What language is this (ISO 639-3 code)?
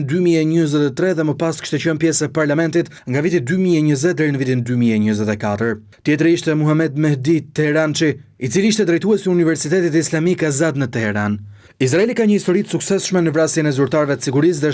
sqi